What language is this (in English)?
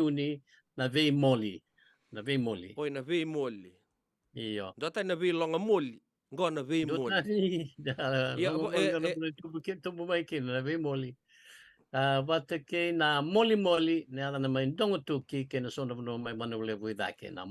Fijian